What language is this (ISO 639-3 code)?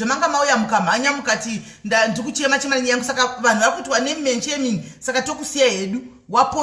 sna